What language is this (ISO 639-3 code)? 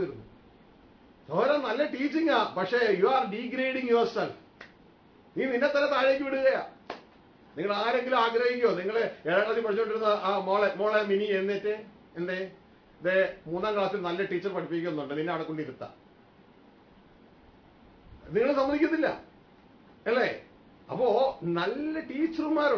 mal